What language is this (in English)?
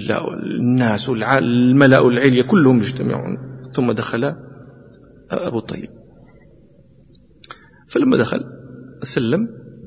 Arabic